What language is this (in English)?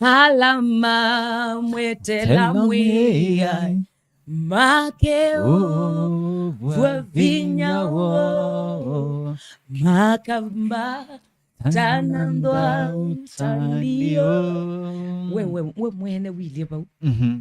Kamba